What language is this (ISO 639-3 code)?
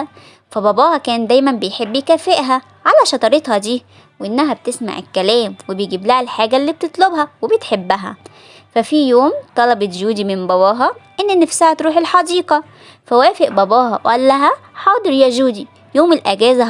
arz